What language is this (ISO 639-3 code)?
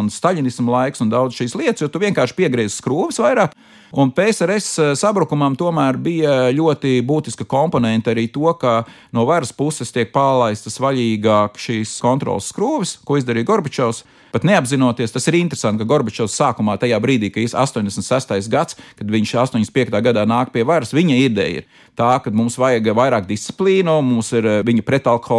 lav